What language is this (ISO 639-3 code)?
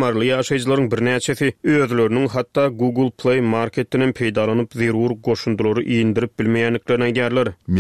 tuk